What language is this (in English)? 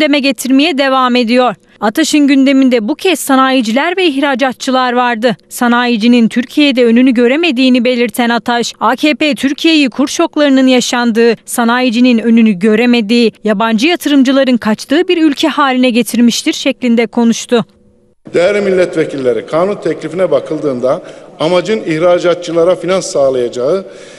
Turkish